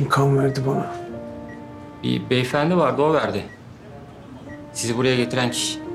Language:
Turkish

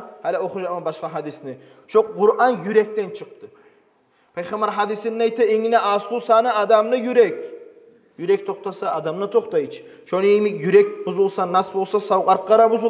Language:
Kumyk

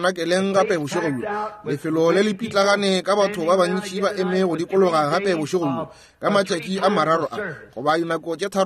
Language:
Northern Sotho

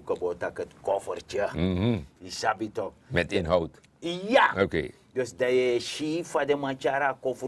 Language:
Sranan Tongo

